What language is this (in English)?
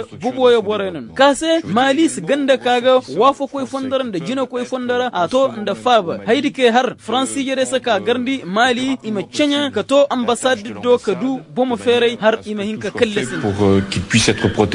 Koyraboro Senni